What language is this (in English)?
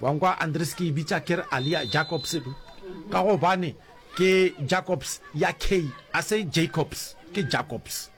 Northern Sotho